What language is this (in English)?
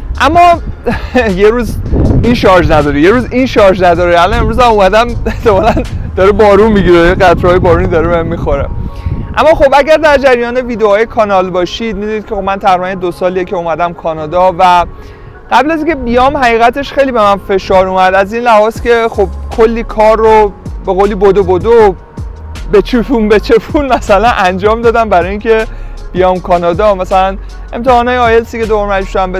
Persian